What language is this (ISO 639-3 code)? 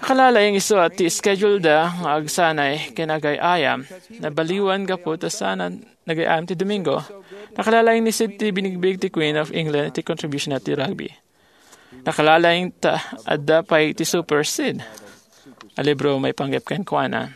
ilo